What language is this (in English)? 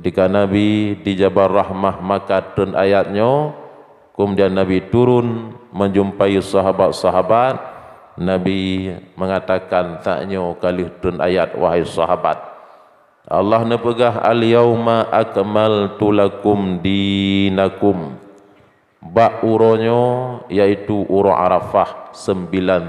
Achinese